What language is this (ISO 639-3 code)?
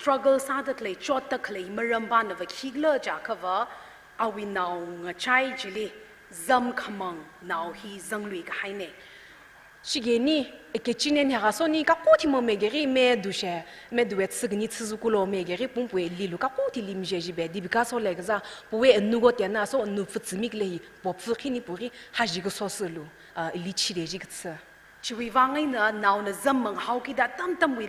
nmf